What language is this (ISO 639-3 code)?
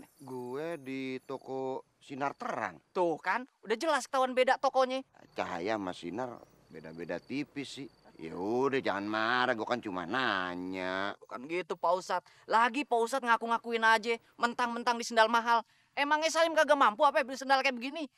bew